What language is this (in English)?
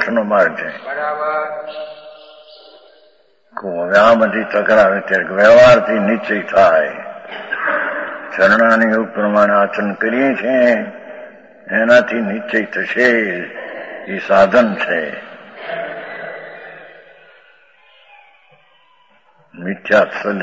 Gujarati